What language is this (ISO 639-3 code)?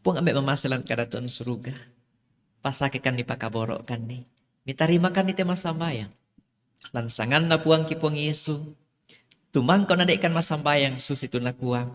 sda